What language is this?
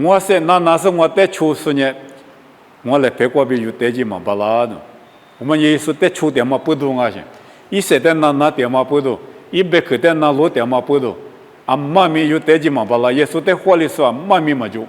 Lisu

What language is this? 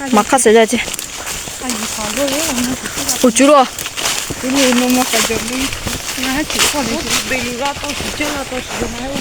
Lahu Shi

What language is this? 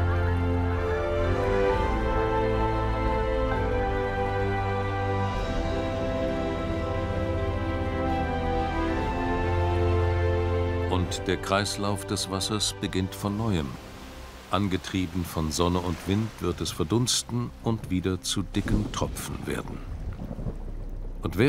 German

